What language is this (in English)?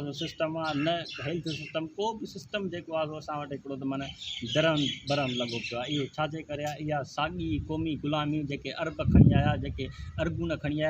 Sindhi